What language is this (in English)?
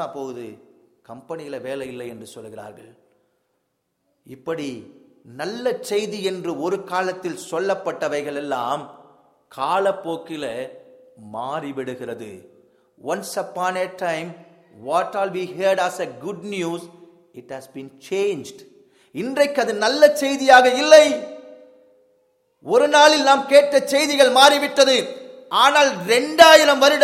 Tamil